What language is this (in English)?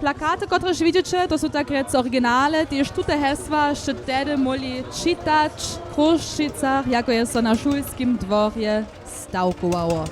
Upper Sorbian